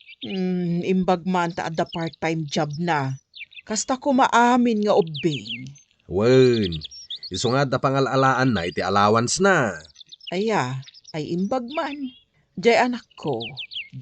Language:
Iloko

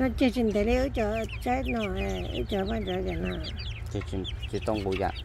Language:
Hmong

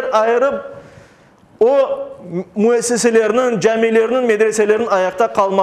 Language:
Crimean Tatar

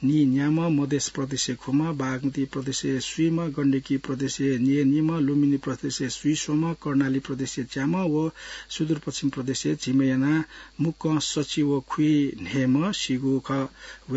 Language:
Newari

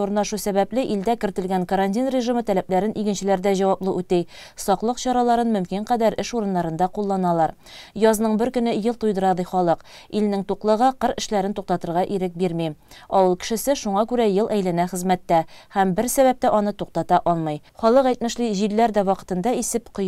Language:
Tatar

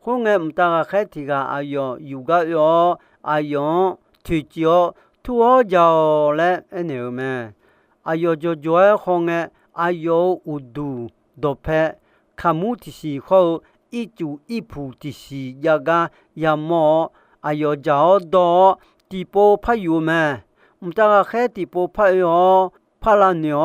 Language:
Akha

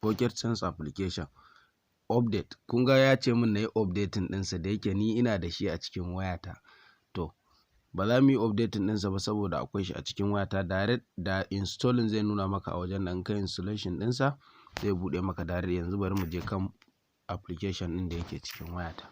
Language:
Hausa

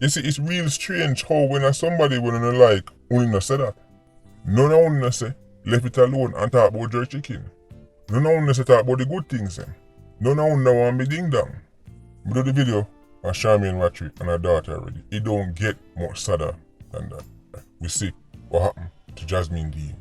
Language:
Jamaican Creole English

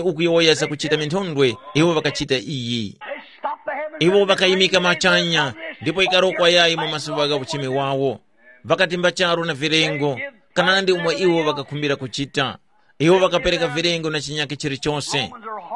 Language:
Tumbuka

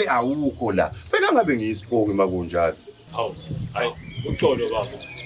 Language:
Zulu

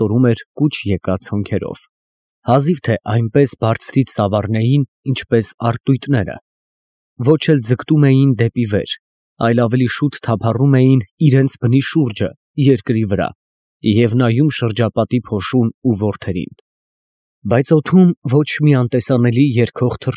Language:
Armenian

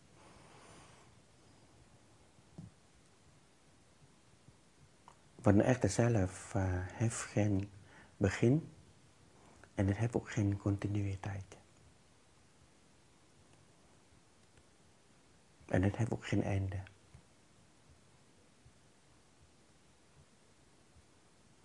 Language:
Dutch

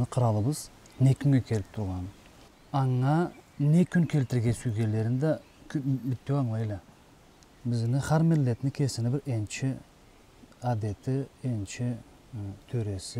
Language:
Karachay-Balkar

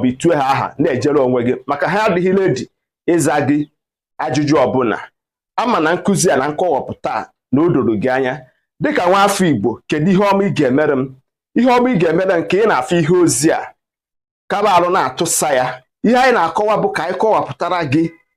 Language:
Igbo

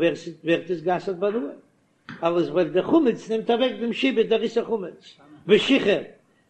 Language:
Yiddish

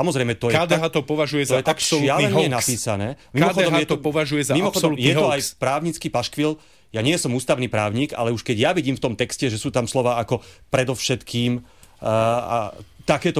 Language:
Slovak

